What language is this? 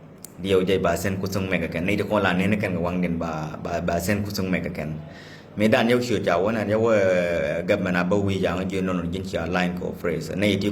Nuer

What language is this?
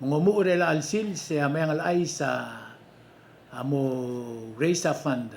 Palauan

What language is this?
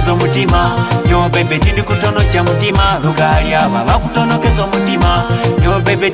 Nyoro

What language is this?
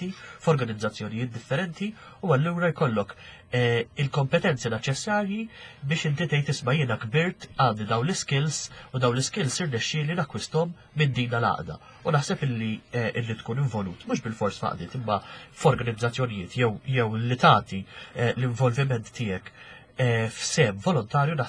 Maltese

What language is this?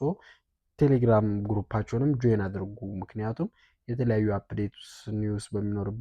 Amharic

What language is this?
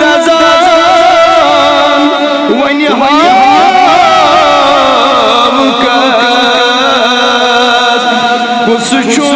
Kashmiri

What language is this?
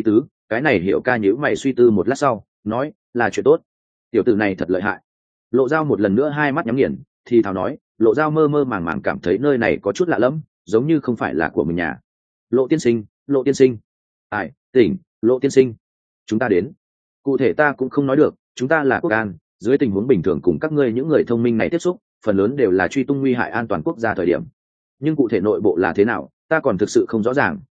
Vietnamese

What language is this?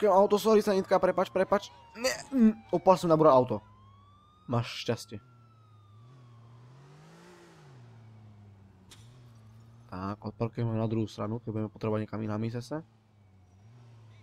Slovak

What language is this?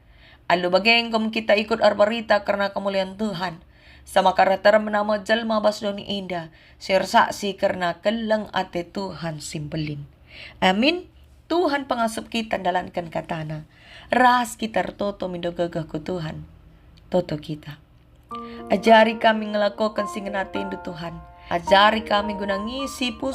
Batak Karo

